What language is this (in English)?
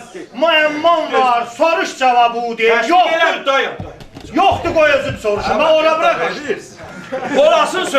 South Azerbaijani